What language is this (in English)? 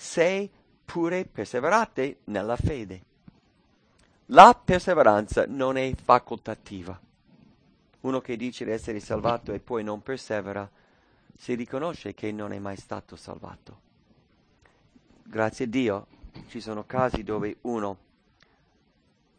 Italian